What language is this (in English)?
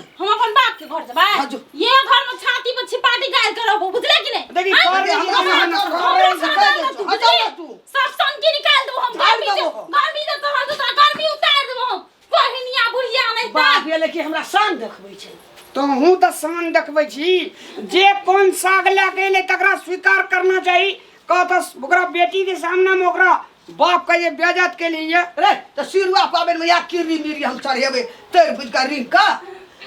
Maithili